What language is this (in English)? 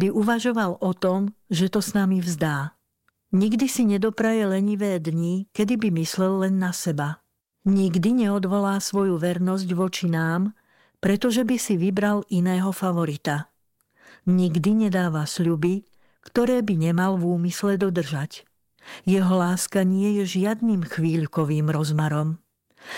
Slovak